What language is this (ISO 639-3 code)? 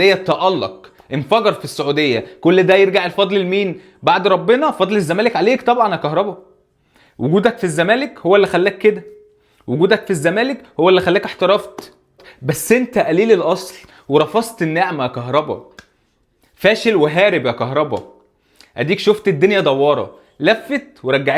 arz